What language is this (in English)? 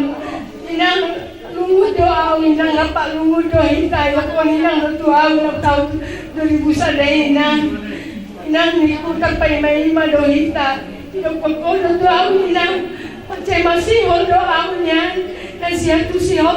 Batak Toba